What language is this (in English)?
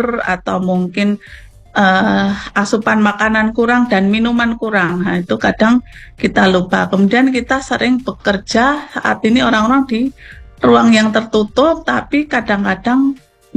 Indonesian